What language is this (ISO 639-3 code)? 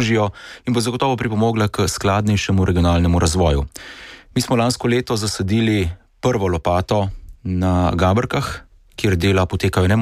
slv